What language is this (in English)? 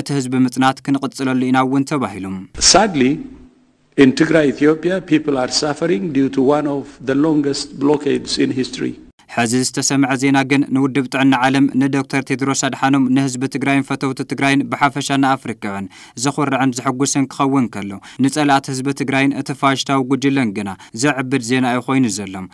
Tigrinya